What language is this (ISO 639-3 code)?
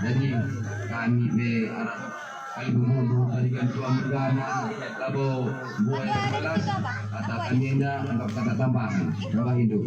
btx